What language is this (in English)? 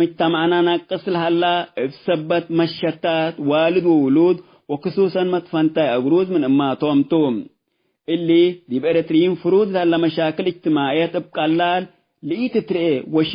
Tigre